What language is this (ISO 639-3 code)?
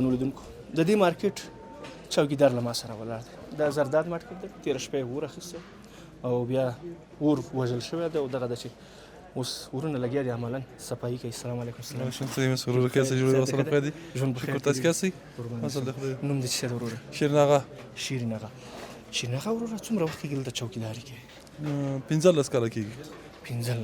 pus